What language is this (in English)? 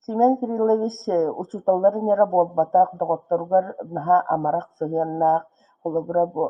Yakut